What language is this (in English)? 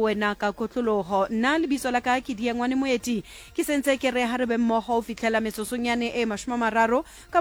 Southern Sotho